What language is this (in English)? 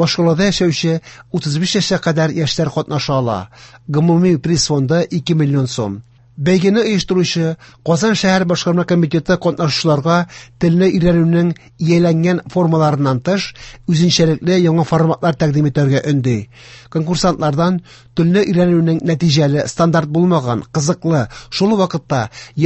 Tatar